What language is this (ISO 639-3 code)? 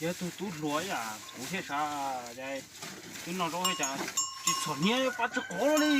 hmn